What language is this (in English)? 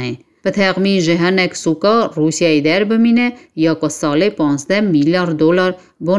Kurdish